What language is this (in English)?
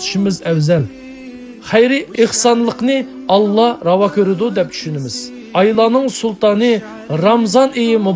Uyghur